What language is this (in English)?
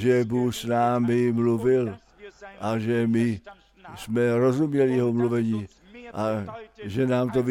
Czech